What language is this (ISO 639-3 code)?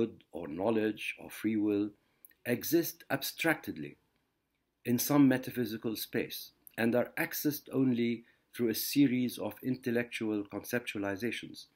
eng